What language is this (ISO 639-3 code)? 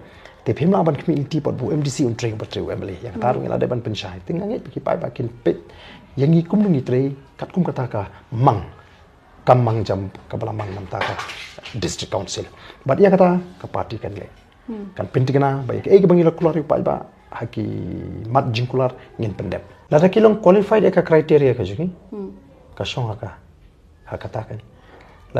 kha